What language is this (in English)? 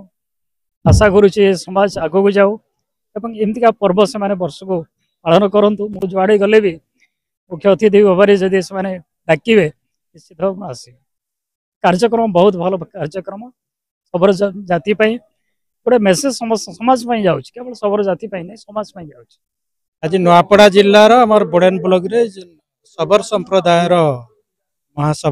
Odia